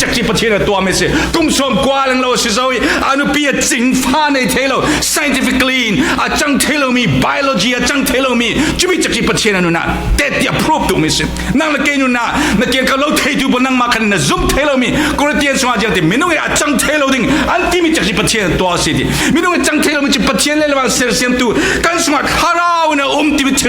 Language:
Falam Chin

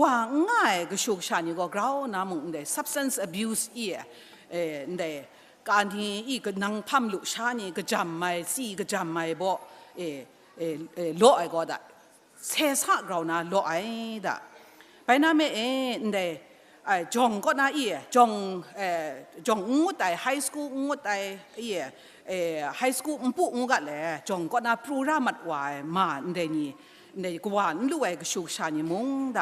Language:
Kachin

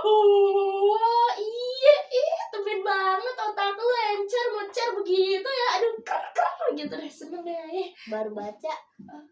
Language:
Betawi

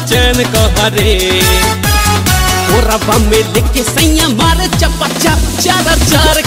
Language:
Bhojpuri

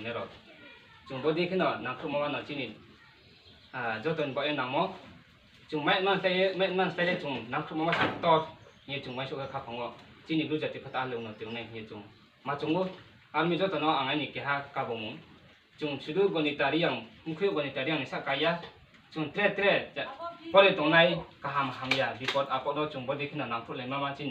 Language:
Riang (India)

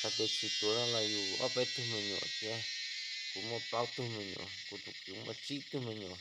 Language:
Hmong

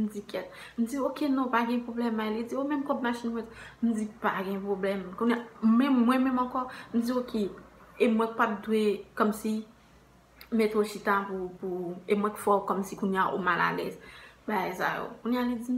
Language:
Haitian Creole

